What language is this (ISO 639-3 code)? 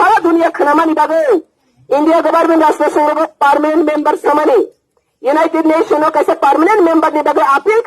ria